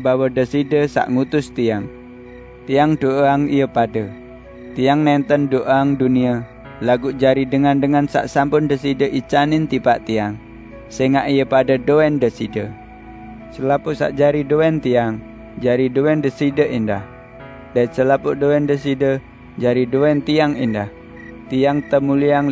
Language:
Sasak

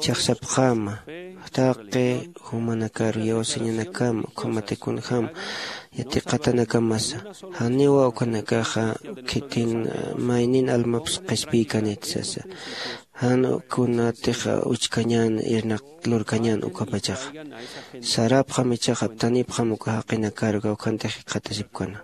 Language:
Aymara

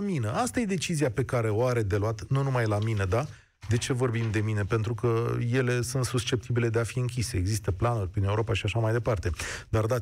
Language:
Romanian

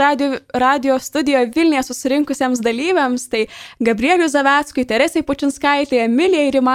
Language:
Lithuanian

